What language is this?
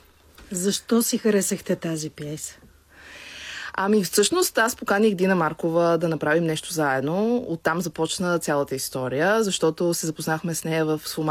Bulgarian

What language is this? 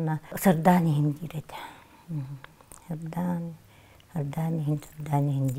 Yakut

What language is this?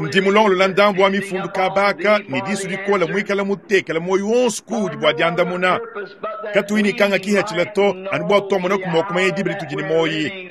Luba-Lulua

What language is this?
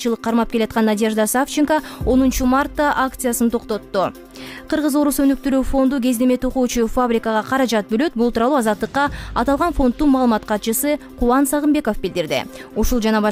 Kyrgyz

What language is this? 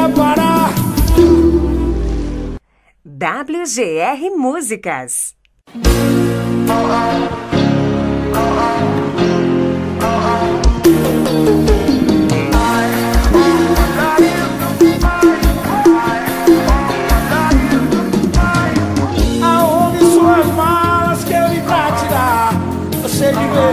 Portuguese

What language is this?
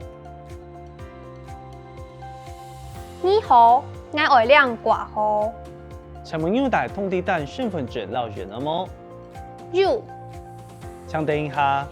Hakka Chinese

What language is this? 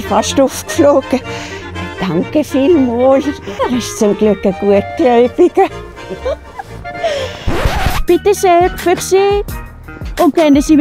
Swiss German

